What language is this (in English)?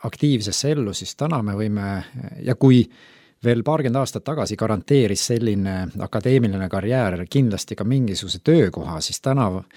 Estonian